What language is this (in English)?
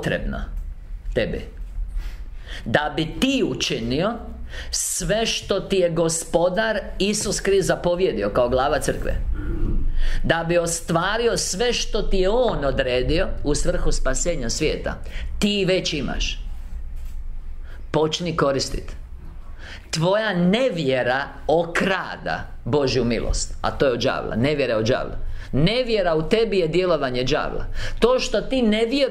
Croatian